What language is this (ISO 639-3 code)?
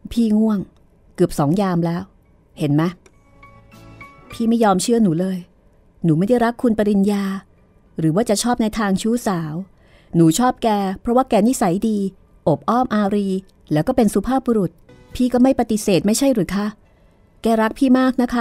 tha